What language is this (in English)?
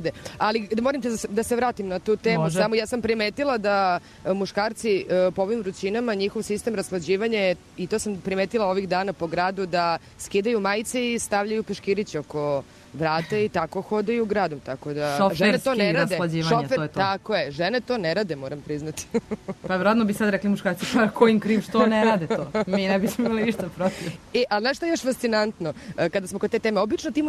Serbian